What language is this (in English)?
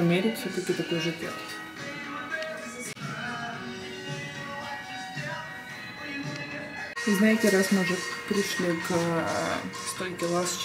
Russian